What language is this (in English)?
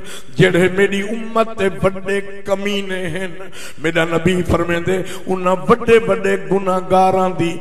Saraiki